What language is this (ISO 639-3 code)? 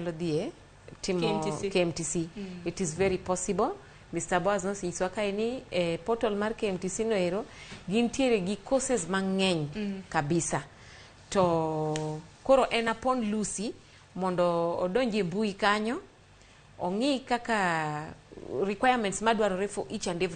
luo